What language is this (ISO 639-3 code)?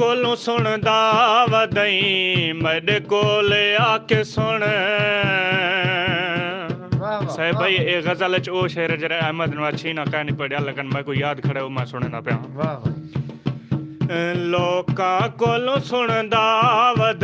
skr